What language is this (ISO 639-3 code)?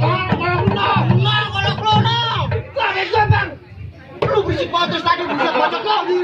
bew